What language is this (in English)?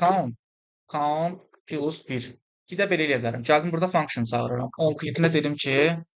Azerbaijani